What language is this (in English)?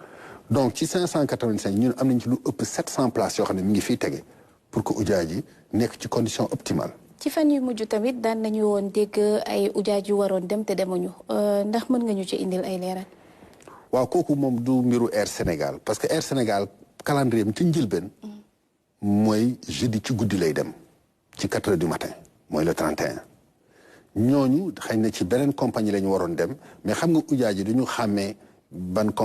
Wolof